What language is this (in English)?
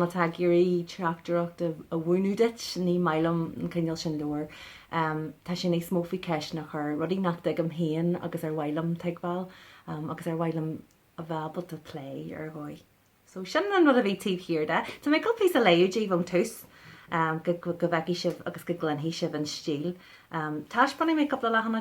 Irish